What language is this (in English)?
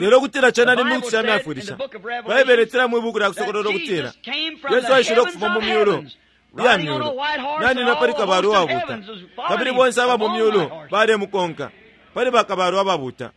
Bemba